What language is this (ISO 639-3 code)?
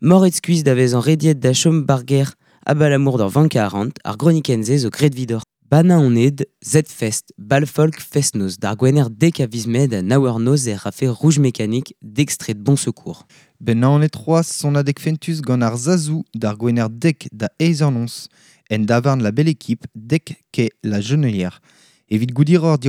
bre